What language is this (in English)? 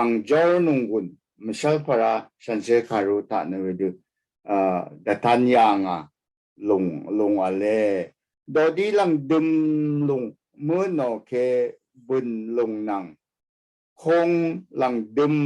Rawang